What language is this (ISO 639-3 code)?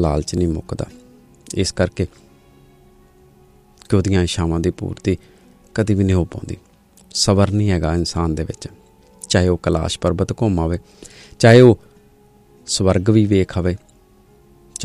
pan